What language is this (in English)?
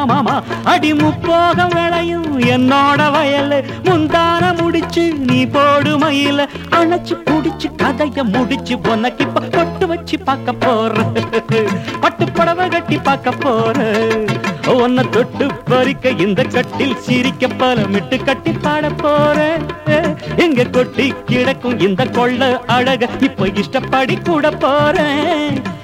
Tamil